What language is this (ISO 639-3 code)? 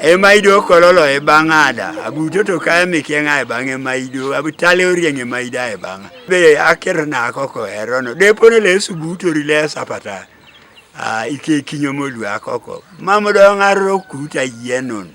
teo